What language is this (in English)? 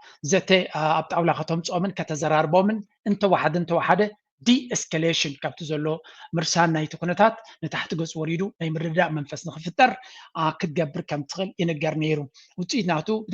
Tigrinya